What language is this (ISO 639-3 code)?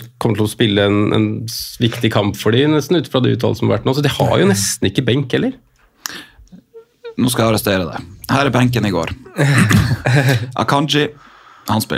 nor